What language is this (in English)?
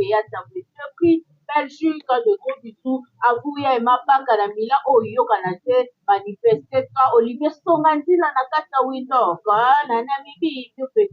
Lingala